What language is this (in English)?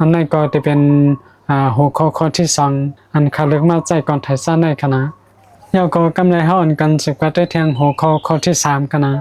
Shan